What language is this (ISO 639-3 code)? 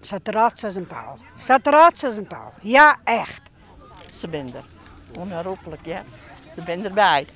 fry